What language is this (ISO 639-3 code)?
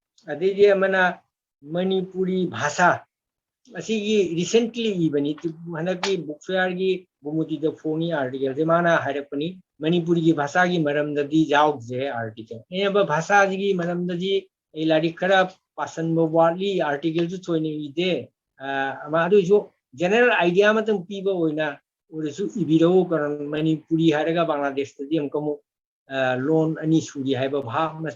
mni